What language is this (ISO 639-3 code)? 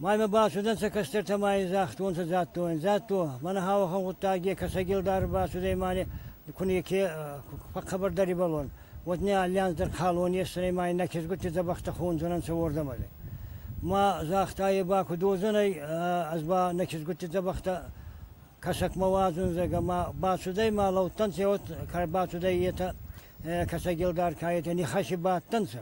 oss